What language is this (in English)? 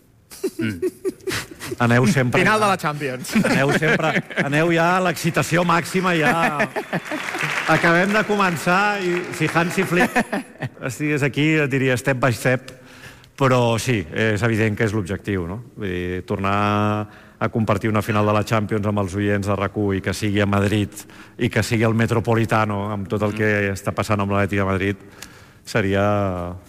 Catalan